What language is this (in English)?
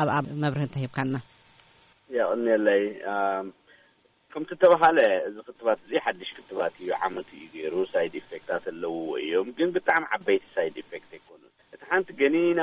Tigrinya